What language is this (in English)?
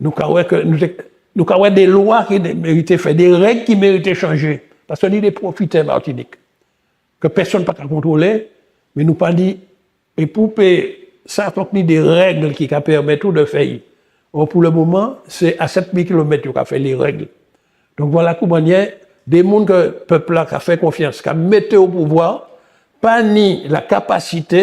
Guadeloupean Creole French